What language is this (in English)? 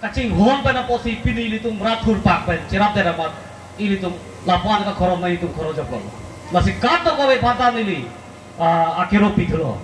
Karbi